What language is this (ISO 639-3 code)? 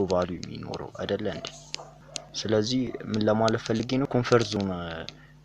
amh